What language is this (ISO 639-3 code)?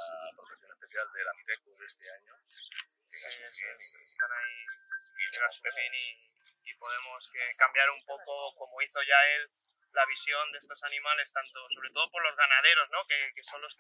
spa